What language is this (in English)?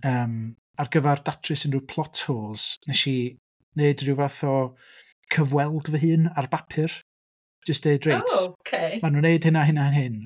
Welsh